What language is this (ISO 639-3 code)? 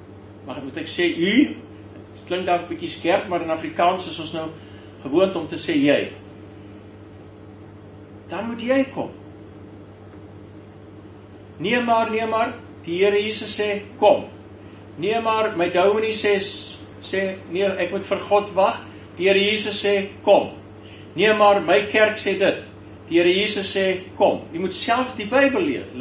afr